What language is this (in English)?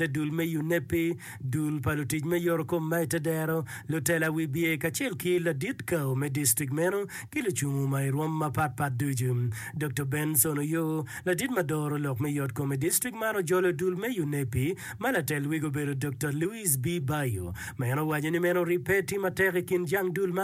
Acoli